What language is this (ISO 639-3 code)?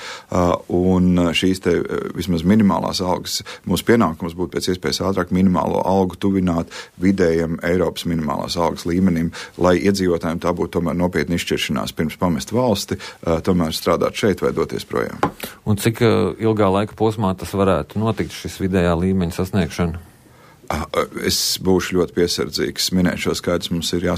lav